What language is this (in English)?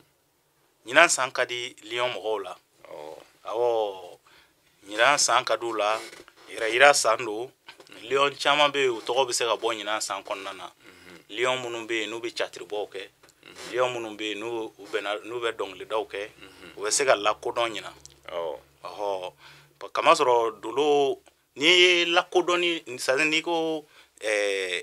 Bambara